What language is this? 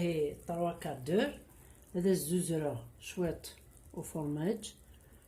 Kabyle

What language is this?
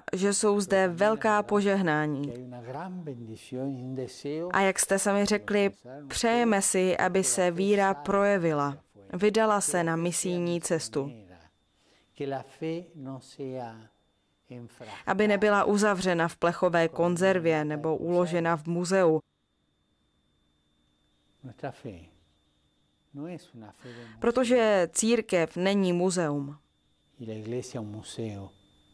Czech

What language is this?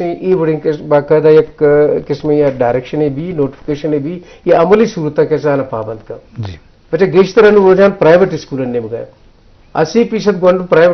Eastern Balochi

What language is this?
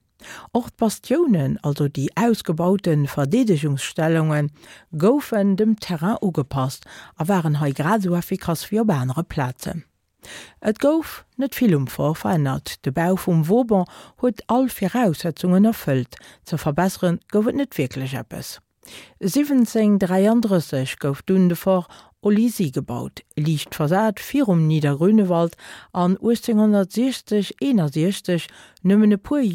Luxembourgish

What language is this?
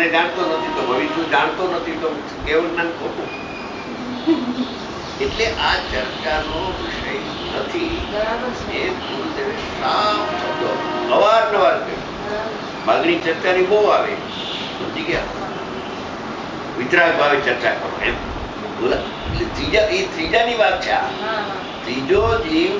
Gujarati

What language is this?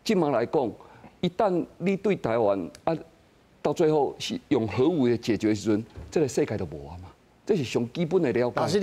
Min Nan Chinese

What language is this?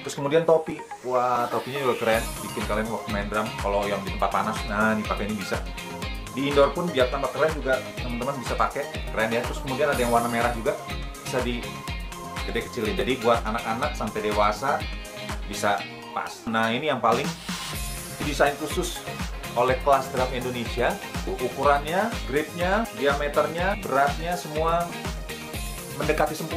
Indonesian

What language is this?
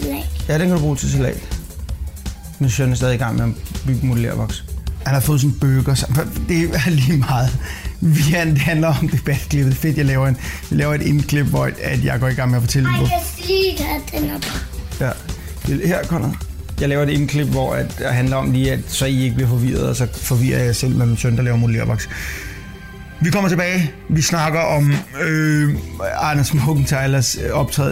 Danish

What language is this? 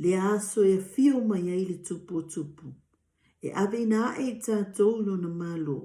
Samoan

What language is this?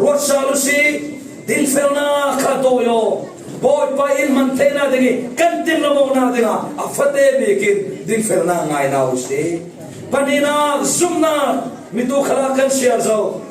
Falam Chin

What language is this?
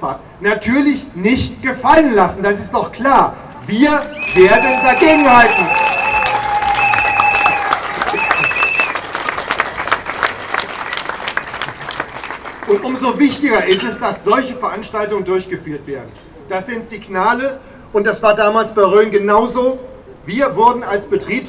German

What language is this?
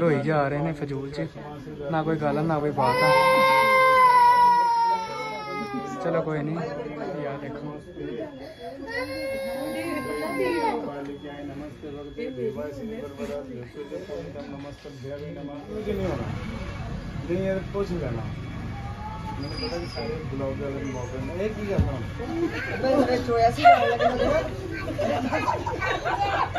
Punjabi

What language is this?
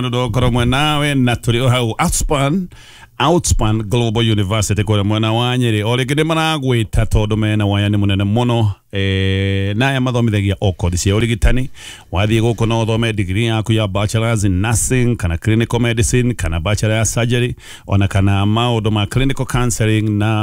Kikuyu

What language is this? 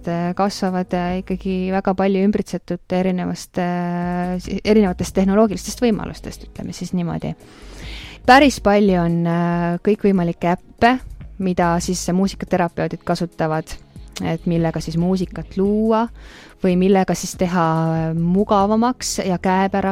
Estonian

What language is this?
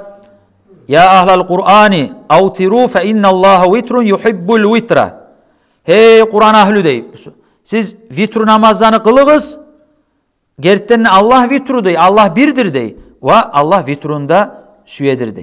Kumyk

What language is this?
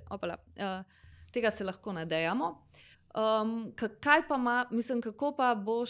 Slovenian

